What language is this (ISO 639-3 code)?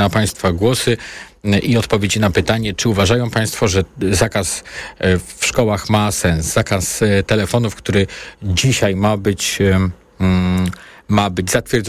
pol